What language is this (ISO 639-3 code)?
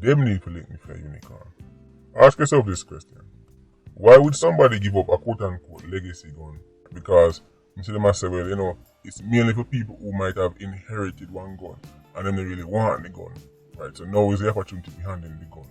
jam